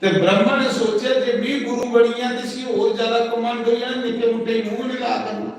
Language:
Dogri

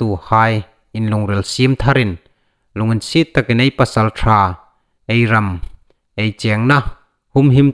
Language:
Hmar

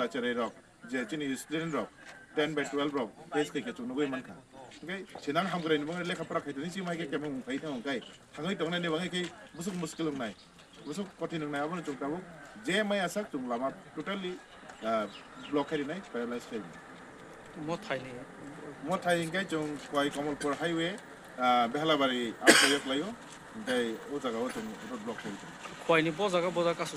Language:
Kok Borok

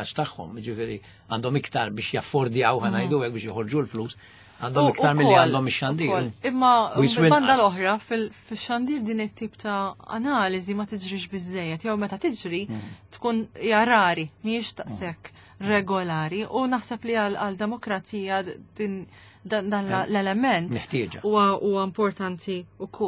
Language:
Maltese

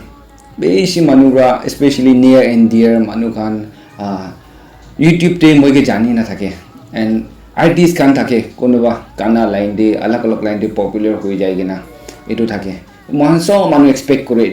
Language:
Naga Pidgin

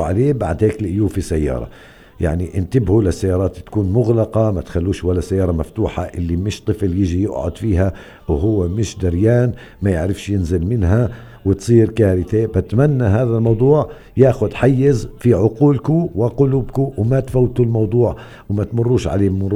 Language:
North Levantine Arabic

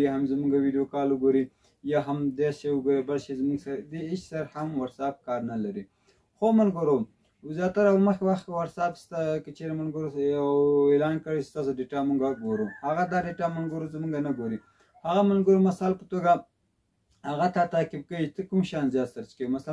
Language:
Pashto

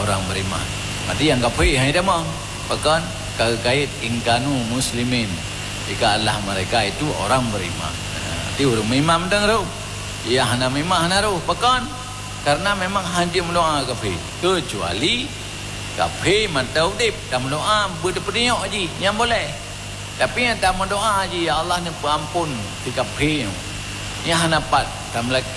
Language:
Achinese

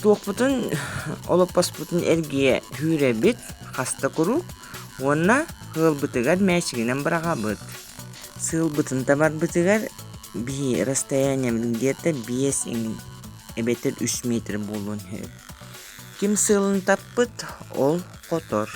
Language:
Yakut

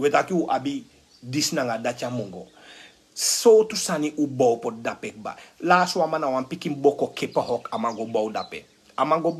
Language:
Sranan Tongo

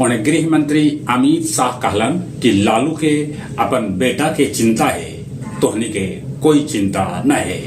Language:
Magahi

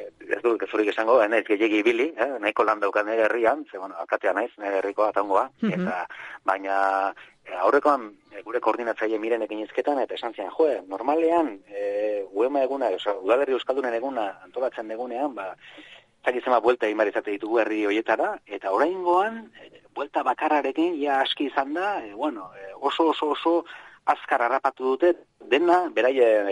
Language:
Basque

